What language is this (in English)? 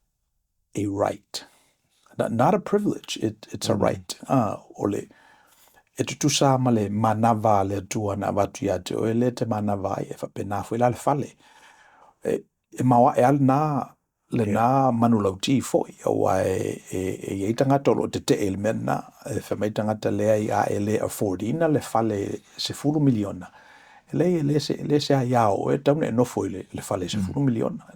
Samoan